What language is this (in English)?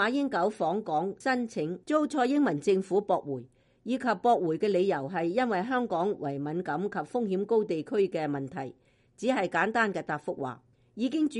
Cantonese